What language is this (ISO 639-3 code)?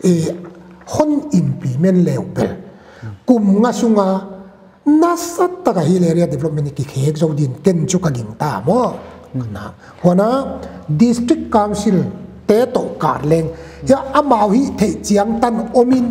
pck